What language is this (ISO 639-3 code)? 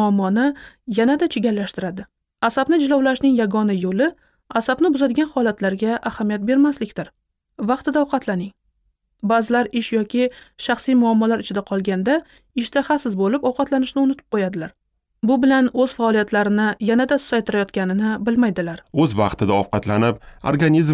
uzb